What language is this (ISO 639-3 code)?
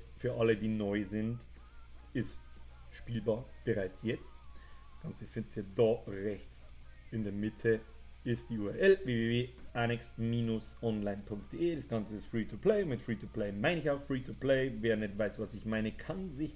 bar